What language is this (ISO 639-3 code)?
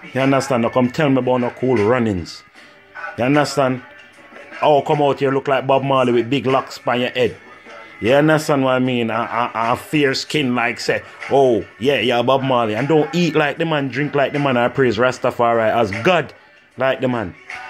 jam